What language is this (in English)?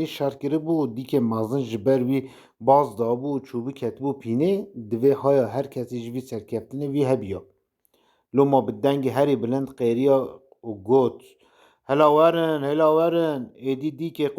Kurdish